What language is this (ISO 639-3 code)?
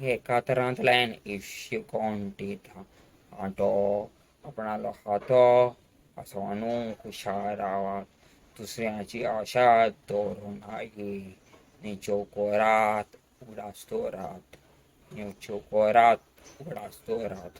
kok